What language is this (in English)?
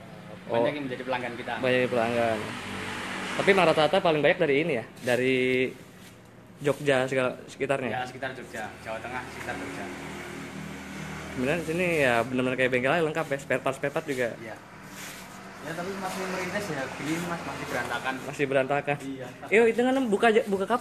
Indonesian